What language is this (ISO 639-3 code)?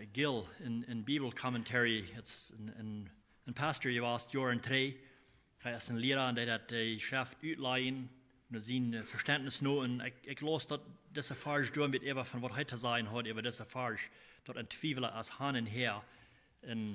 pdt